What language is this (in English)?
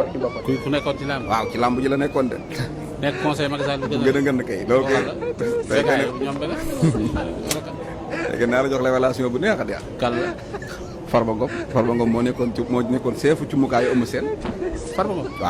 Wolof